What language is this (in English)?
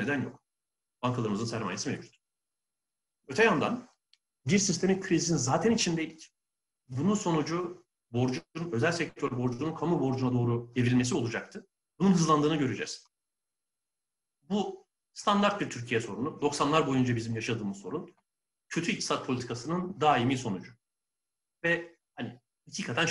Turkish